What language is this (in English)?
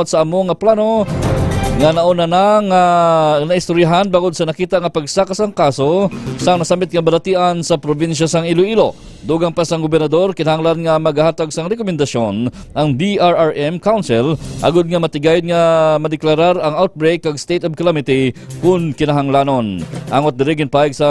Hiligaynon